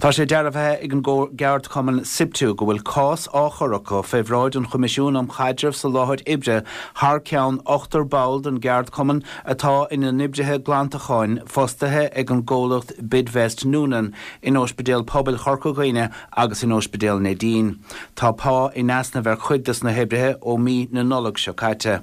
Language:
Irish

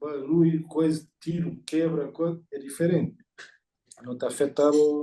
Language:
Kabuverdianu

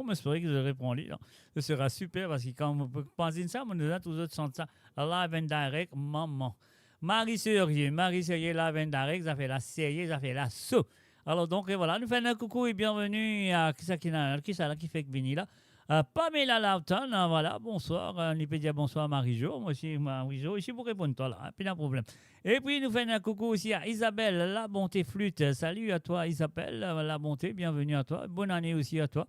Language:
Morisyen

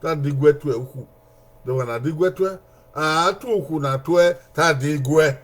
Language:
Bini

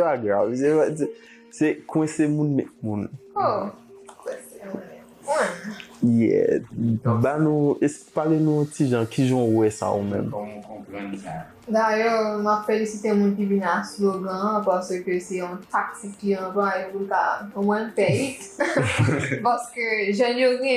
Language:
Haitian Creole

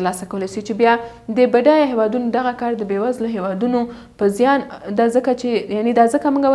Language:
Pashto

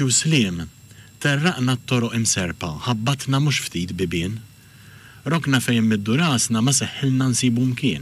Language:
Maltese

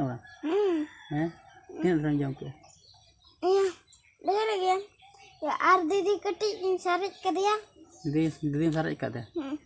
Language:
Santali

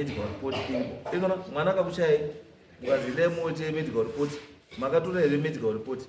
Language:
Shona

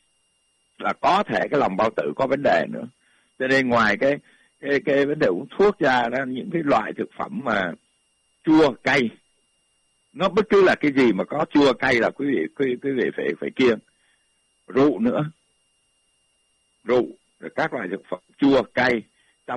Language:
Vietnamese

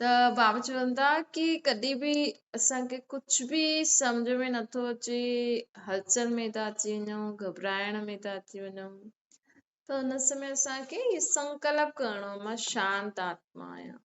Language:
Sindhi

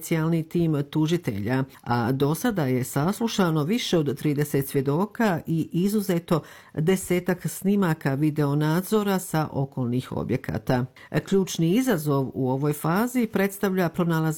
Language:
Bosnian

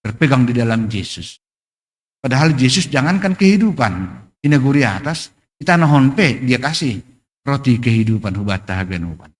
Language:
Batak Simalungun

